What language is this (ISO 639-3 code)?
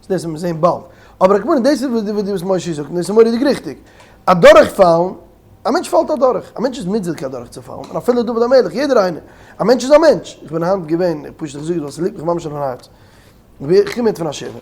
yid